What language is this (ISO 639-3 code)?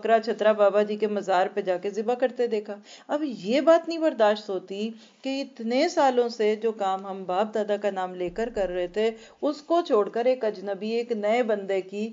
urd